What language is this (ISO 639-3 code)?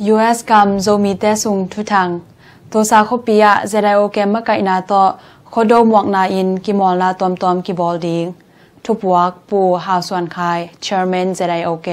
ctd